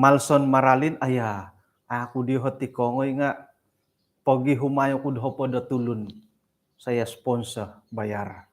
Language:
Central Dusun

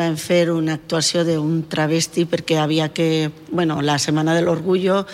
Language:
Catalan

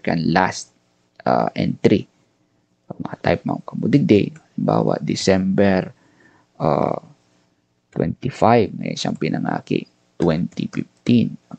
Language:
Bikol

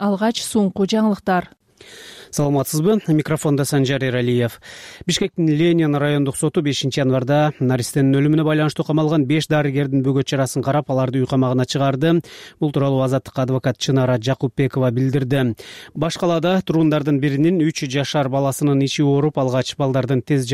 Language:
Kyrgyz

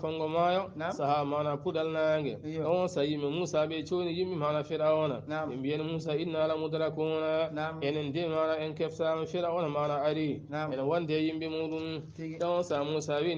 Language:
Fula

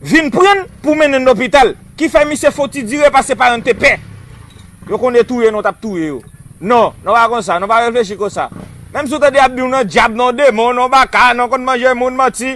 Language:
Haitian Creole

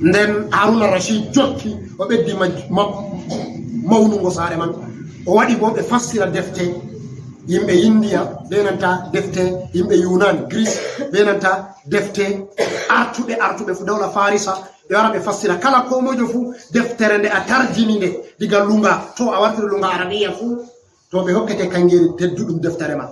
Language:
Fula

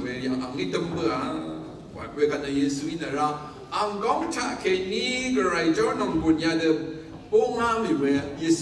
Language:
Rawang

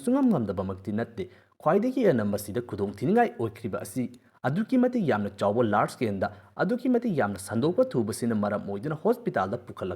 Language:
Manipuri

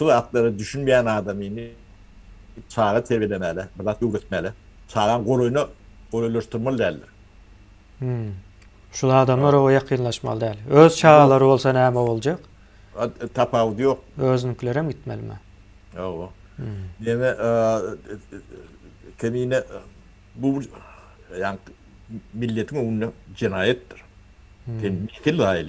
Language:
Turkmen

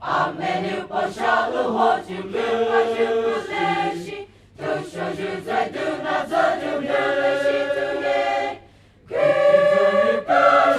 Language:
Poumei Naga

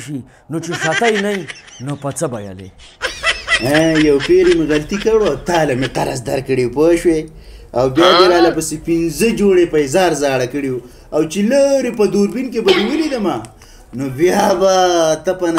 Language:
Pashto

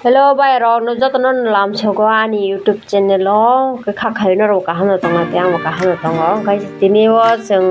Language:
Kok Borok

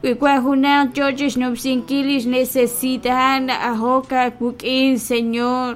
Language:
Kekchí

